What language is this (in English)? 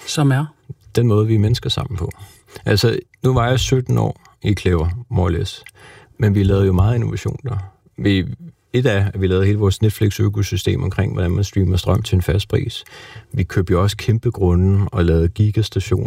Danish